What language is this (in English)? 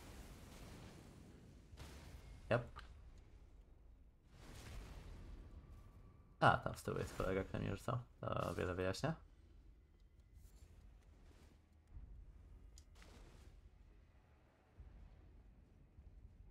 Polish